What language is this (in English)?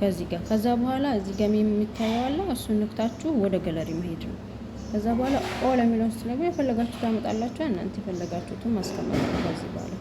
Amharic